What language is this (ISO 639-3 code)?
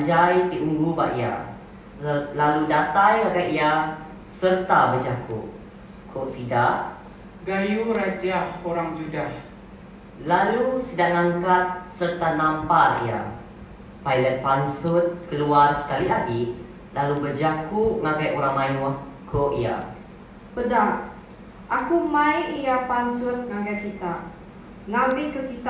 iba